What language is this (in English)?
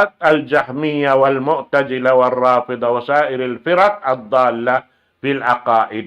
Tausug